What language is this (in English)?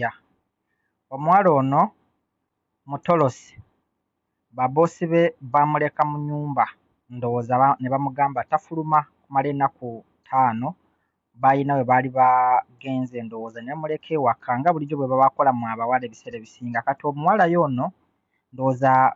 Ganda